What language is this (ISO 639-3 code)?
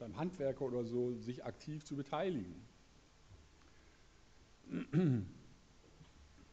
deu